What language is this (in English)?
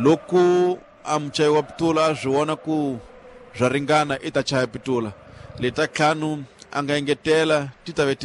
Tsonga